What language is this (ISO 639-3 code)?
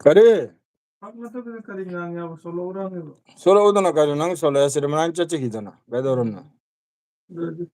mni